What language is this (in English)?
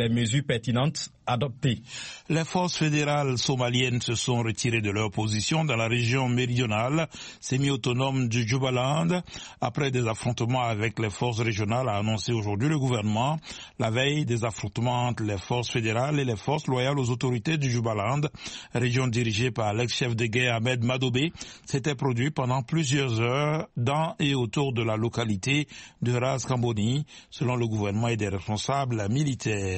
French